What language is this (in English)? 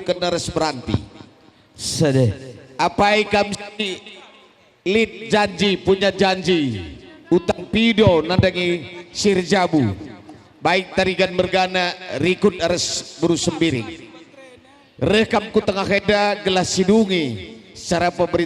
Batak Karo